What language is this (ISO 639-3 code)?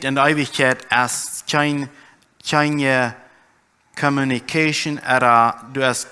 pdt